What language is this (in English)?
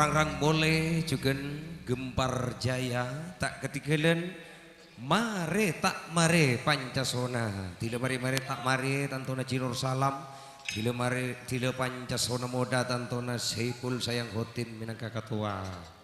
Madurese